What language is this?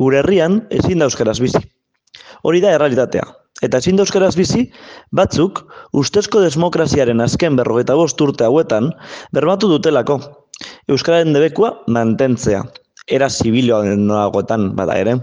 Basque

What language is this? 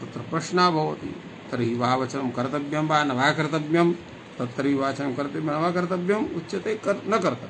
Sanskrit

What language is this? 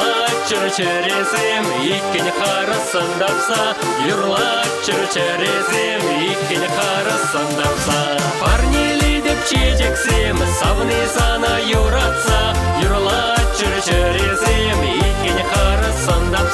Chuvash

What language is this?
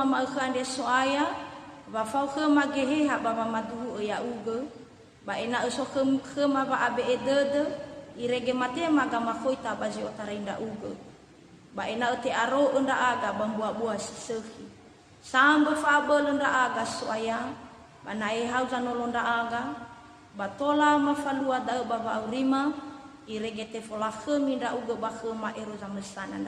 Nias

